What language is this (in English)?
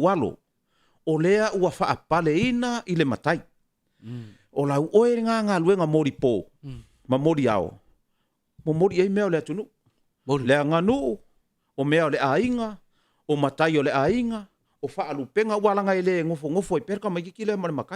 Samoan